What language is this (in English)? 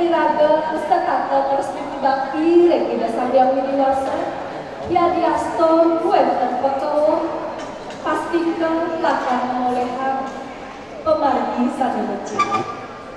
Balinese